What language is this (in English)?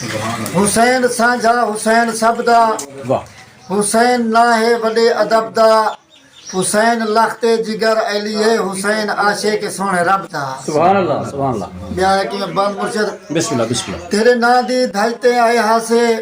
Saraiki